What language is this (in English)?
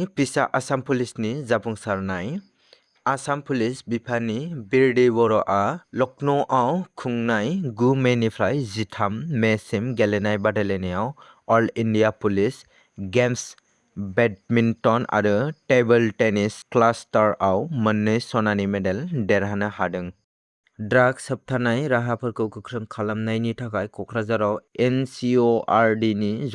Bodo